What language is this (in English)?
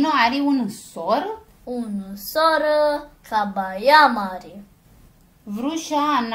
Aromanian